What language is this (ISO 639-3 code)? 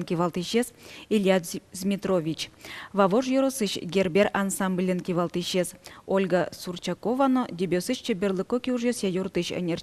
udm